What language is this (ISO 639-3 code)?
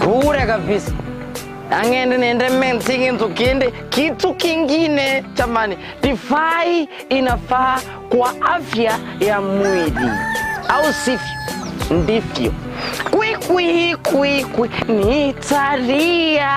guz